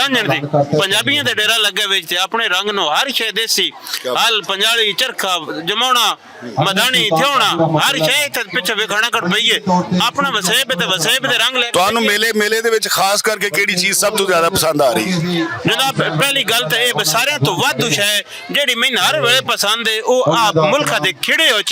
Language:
Western Panjabi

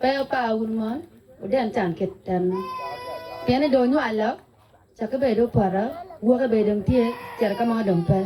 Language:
Acoli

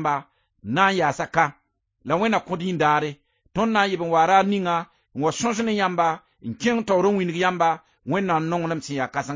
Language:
Mossi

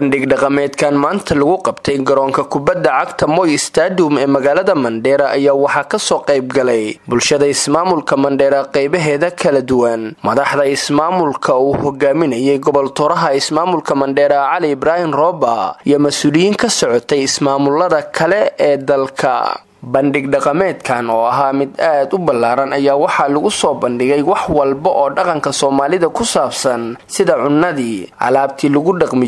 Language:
Somali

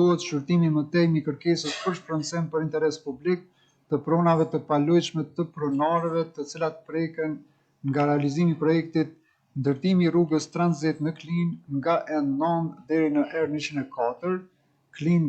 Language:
Albanian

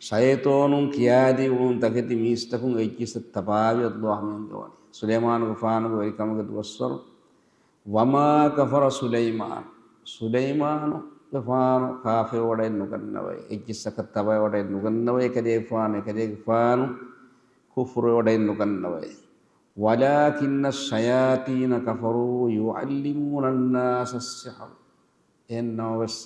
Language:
Divehi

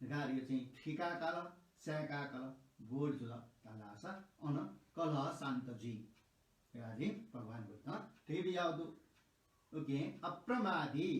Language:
Newari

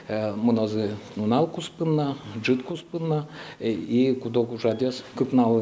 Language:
Udmurt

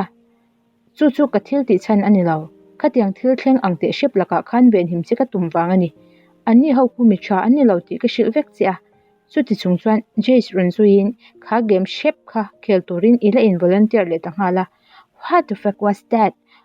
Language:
Mizo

